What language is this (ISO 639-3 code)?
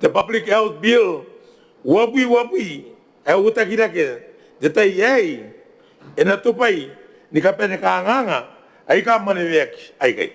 gil